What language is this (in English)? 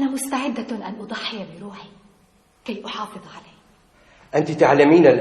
North Levantine Arabic